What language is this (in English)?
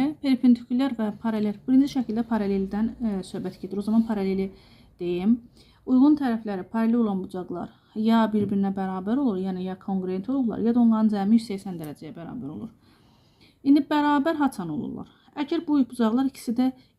Azerbaijani